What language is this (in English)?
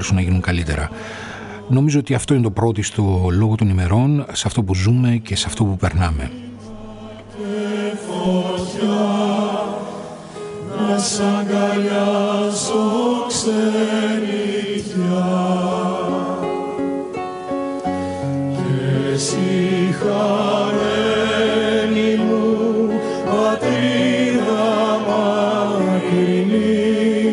Greek